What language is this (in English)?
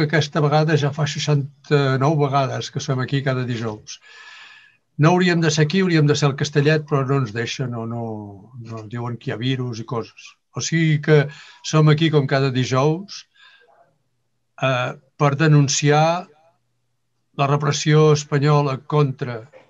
Catalan